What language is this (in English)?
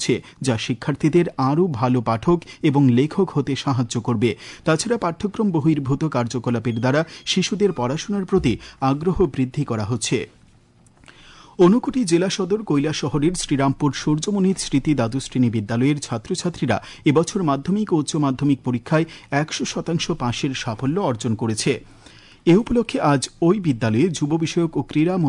Bangla